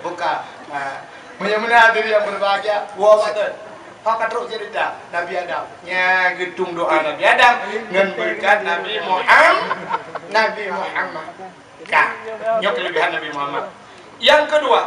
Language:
Achinese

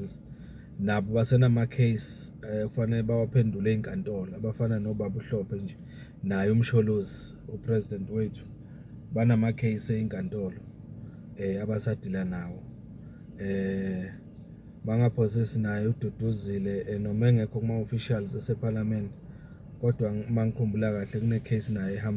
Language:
Zulu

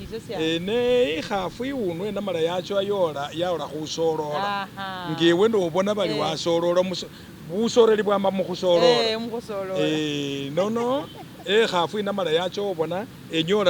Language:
Masaaba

